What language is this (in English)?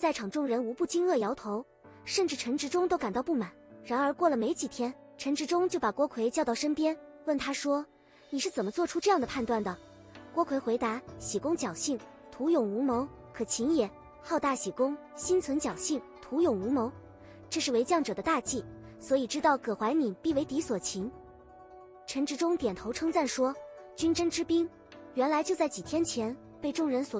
Chinese